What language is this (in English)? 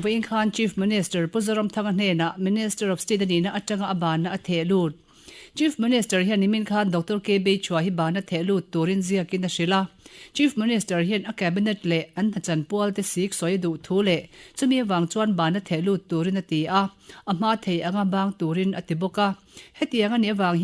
Mizo